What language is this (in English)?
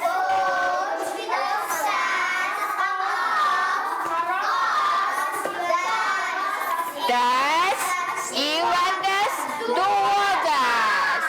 Ossetic